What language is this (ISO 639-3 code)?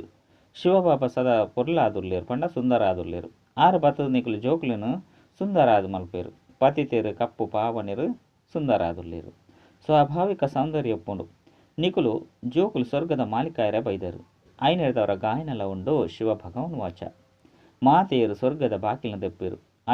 tcy